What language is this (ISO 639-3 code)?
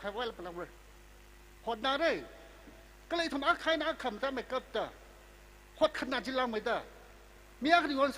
nmf